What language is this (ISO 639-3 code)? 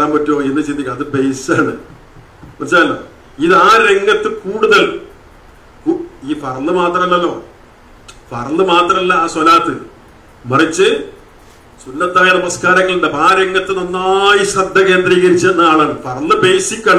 mal